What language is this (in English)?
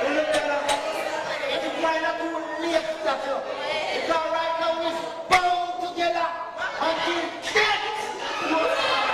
Jamaican Creole English